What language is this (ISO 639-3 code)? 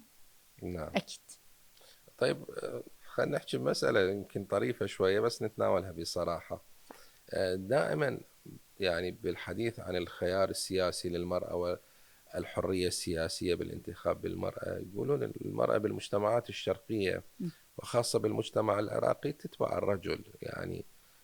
acm